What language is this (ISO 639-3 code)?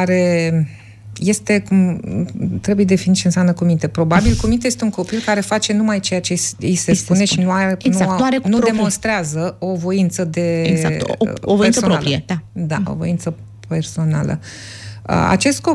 ron